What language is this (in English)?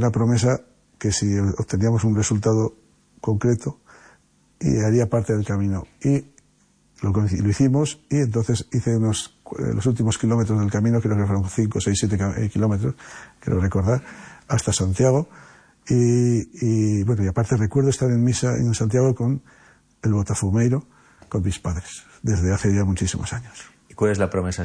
Spanish